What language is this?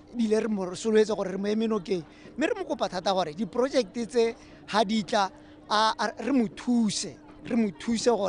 Tswana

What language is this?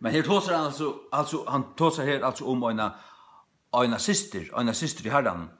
Faroese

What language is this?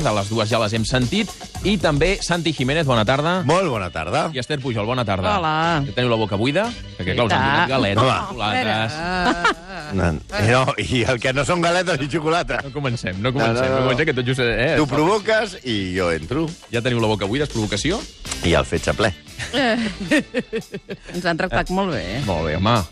Catalan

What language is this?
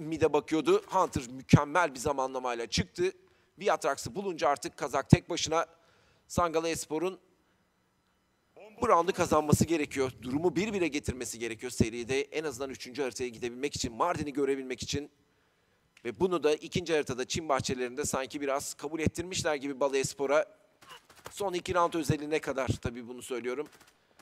Turkish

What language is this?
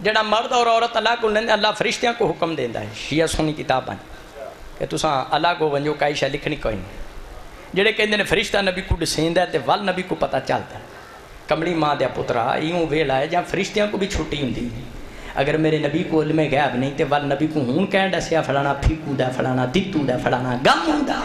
Saraiki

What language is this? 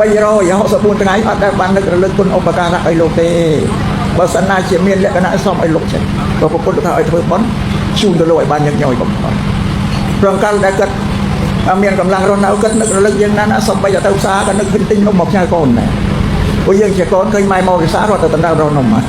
Khmer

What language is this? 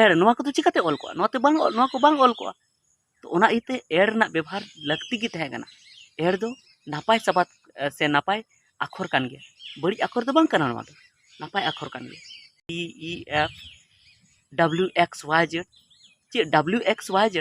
Santali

